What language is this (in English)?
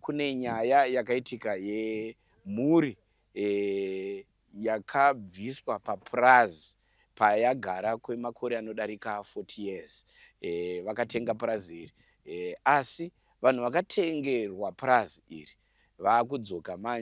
Shona